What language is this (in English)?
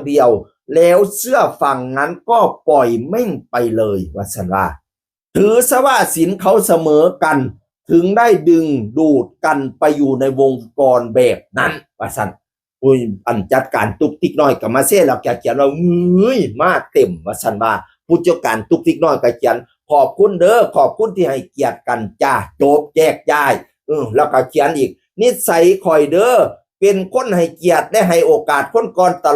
Northeastern Thai